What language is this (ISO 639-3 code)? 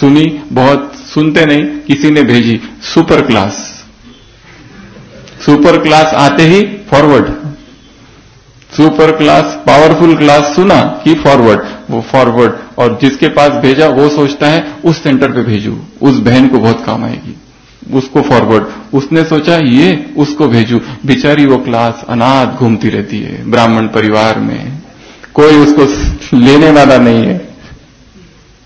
hin